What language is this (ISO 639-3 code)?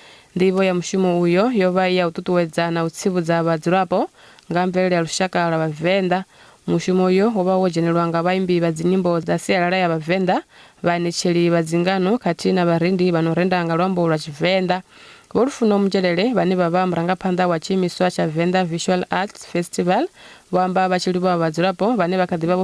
ven